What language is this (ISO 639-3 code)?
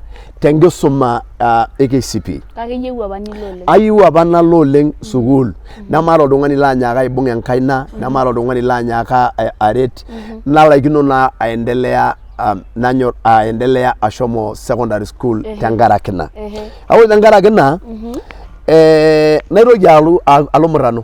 mas